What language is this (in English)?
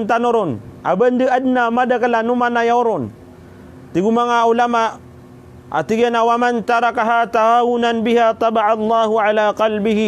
Maranao